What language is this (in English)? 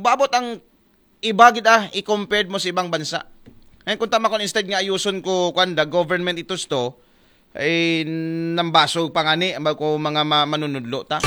Aklanon